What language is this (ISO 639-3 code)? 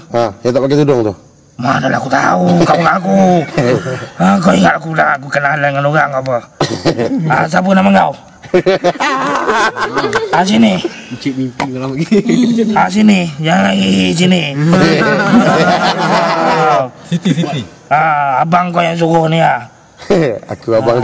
msa